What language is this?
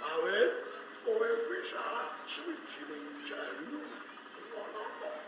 Javanese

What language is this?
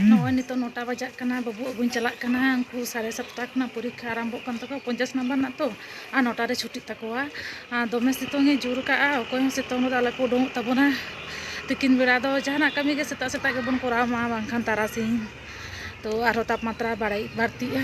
Santali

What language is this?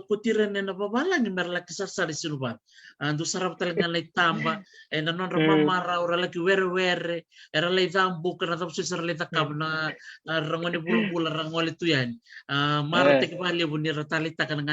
Fijian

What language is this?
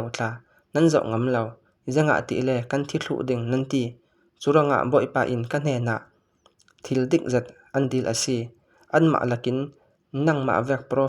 Falam Chin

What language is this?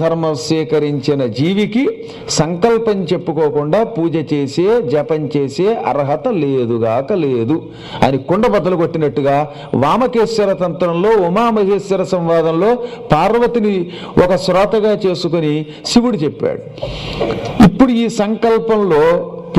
Telugu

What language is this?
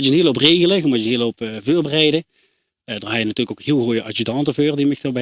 Limburgish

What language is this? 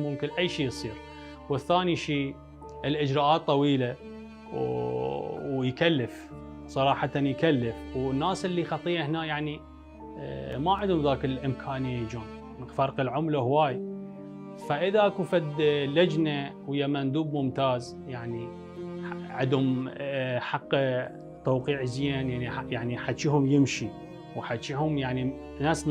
Mesopotamian Arabic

